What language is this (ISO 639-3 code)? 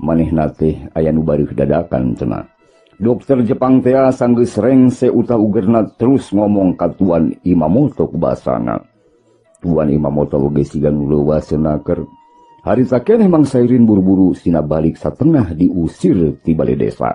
sun